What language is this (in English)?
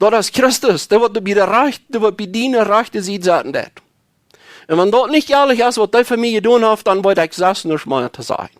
Plautdietsch